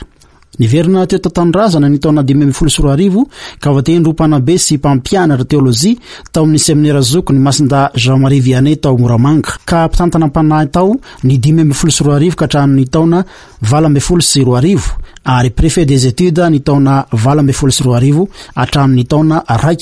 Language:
Malagasy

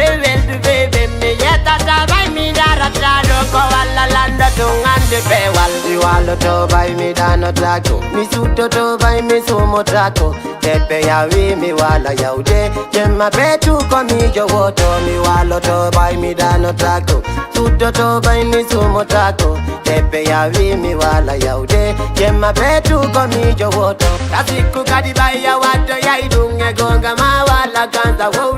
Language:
Fula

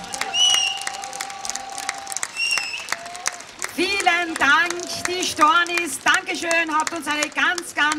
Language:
German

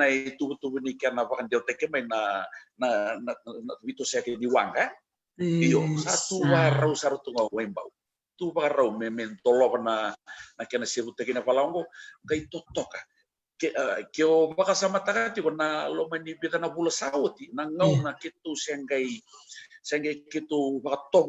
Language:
Fijian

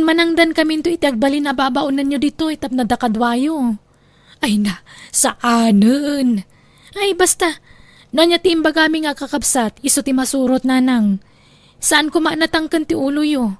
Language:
Iloko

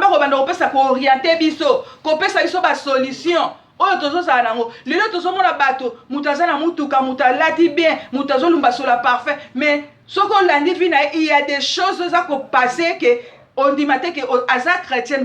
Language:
Lingala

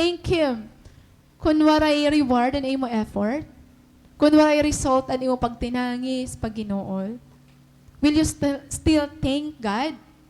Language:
Waray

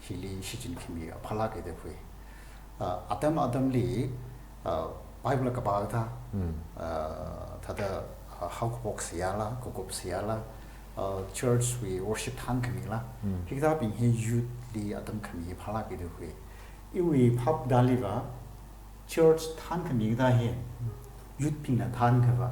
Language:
Tangkhul Naga (India)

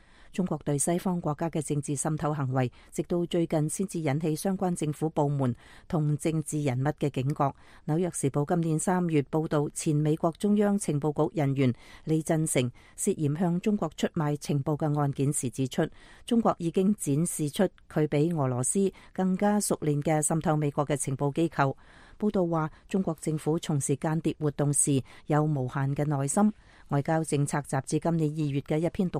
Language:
Cantonese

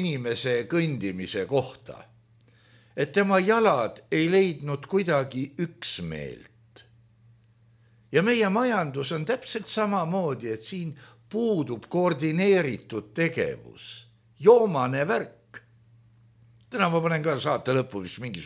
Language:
Estonian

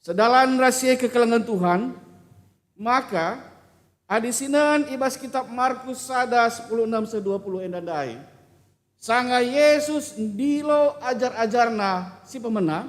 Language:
Batak Karo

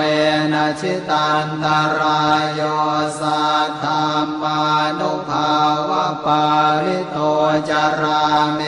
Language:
Pali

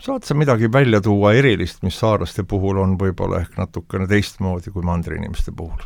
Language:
Estonian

